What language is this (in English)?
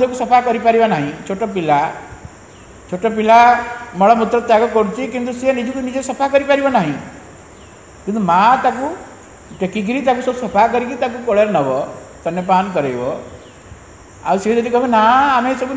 Odia